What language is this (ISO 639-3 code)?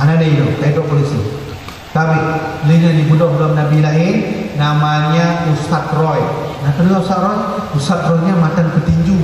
ace